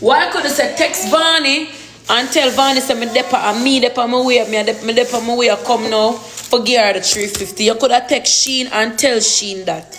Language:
Jamaican Creole English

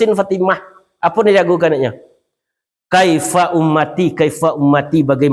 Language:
Minangkabau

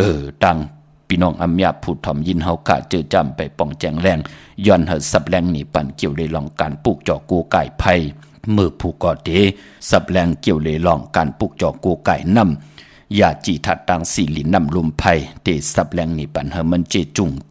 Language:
Shan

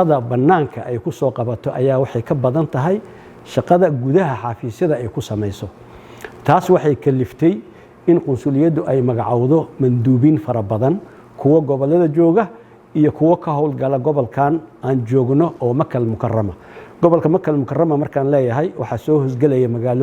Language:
Somali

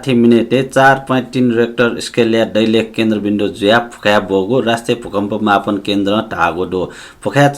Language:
Newari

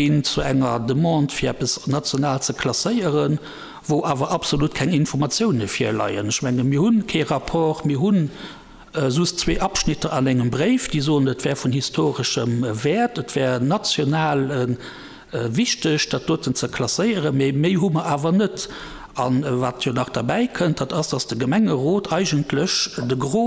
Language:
Luxembourgish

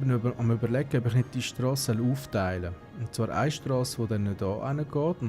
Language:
Swiss German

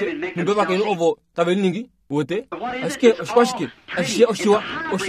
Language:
Kuanyama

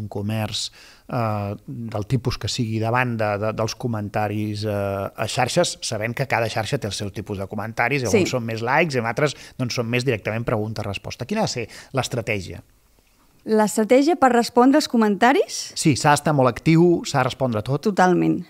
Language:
Catalan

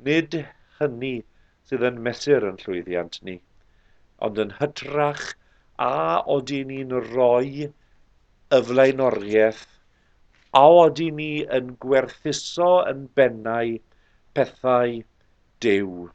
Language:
Welsh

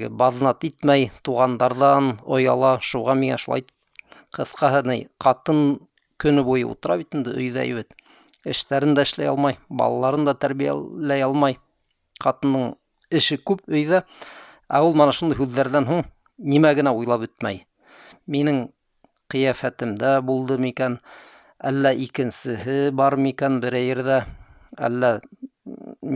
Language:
Bashkir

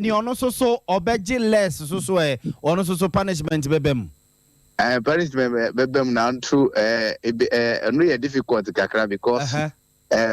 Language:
Akan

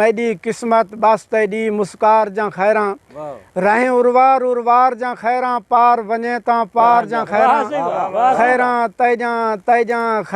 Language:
Saraiki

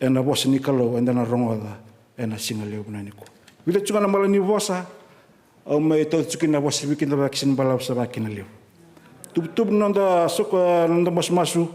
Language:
Fijian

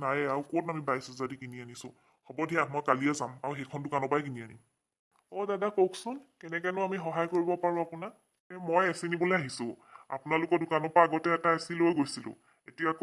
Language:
Assamese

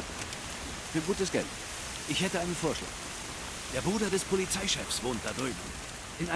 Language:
Bavarian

